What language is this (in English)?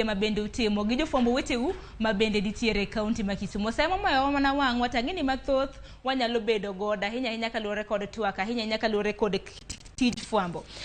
Luo (Kenya and Tanzania)